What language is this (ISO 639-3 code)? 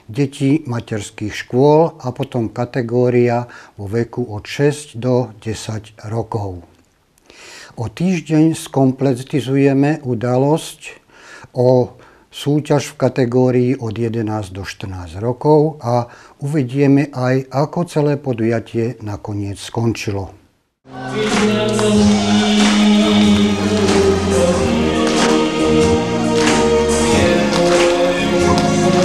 slk